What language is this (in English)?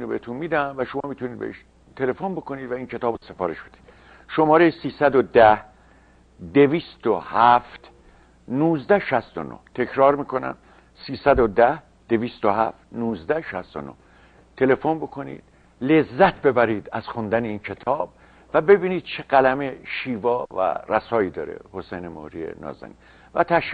Persian